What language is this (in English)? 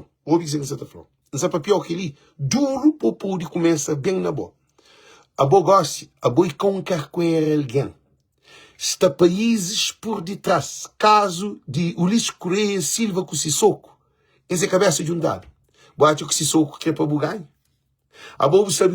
Kabuverdianu